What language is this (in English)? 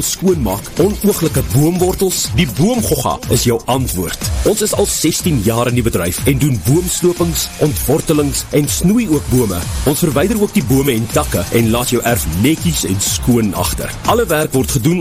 Afrikaans